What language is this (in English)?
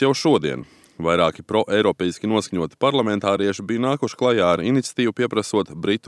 Latvian